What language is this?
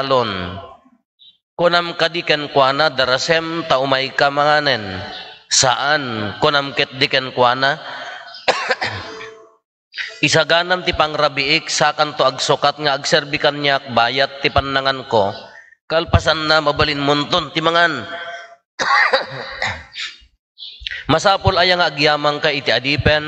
Iloko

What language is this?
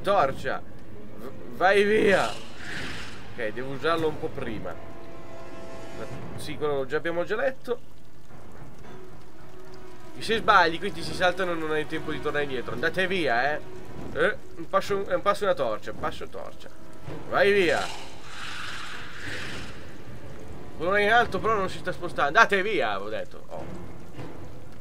Italian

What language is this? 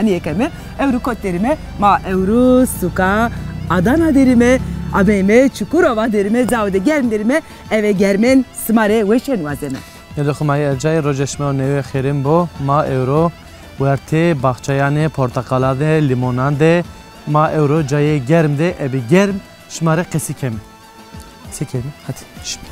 Zaza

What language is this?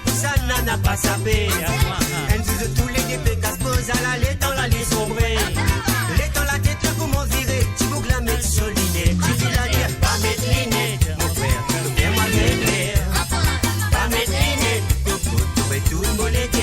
Morisyen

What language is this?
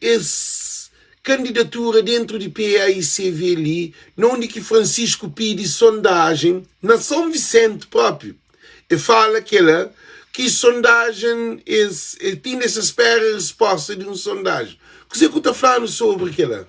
Kabuverdianu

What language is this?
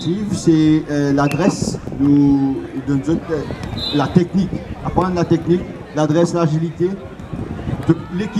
Morisyen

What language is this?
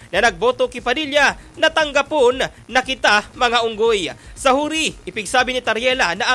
Bikol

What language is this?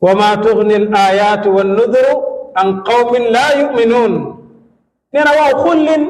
Wolof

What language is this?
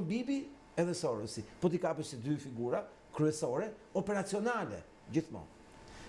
Albanian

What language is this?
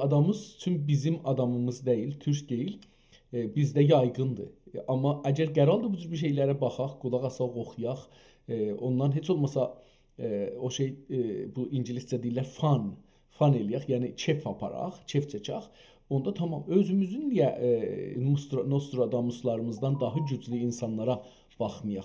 South Azerbaijani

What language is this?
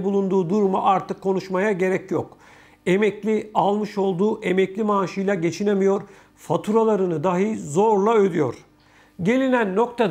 Turkish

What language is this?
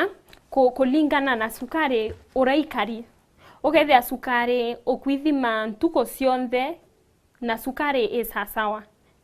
Meru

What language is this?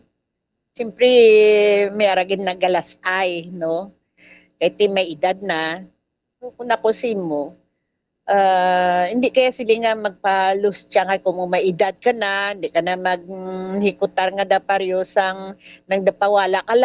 Hiligaynon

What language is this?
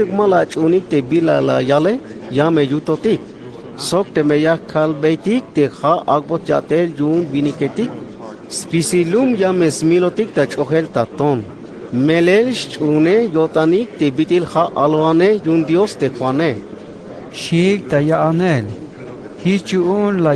Tzeltal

